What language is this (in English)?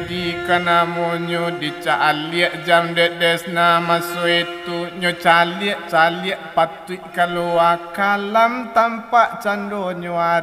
Minangkabau